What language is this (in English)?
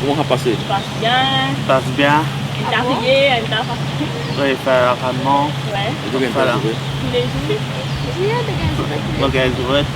Morisyen